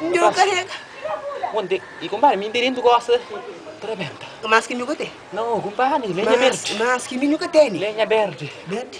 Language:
Kabuverdianu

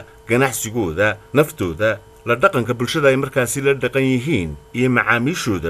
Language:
Somali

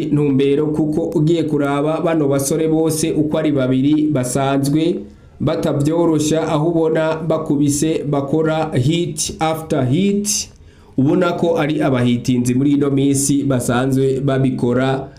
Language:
Rundi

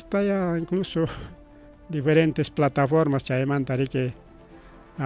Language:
Ayacucho Quechua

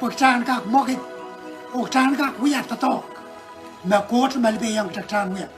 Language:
Pohnpeian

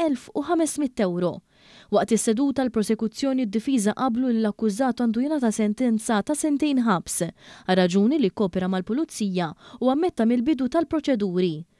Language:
Maltese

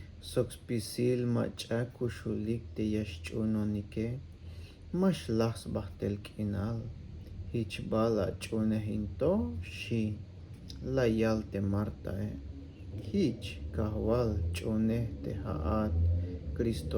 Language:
Tzeltal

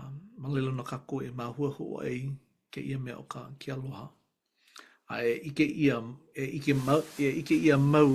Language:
Hawaiian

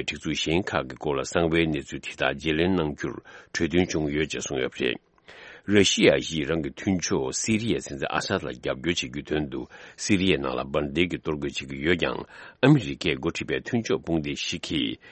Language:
Tibetan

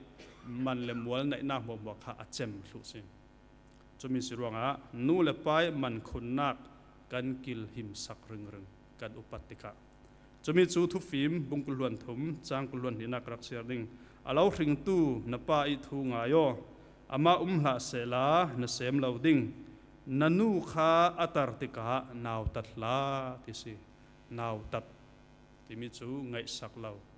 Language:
Falam Chin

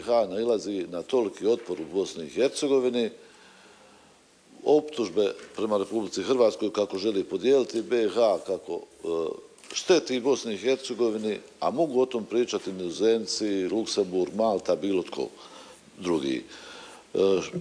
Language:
Croatian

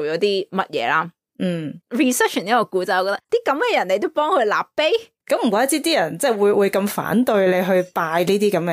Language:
Cantonese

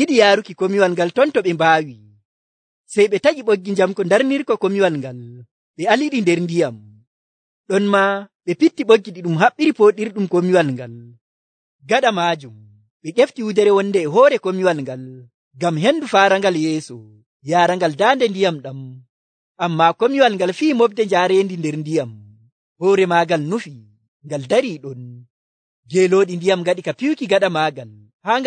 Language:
Nigerian Fulfulde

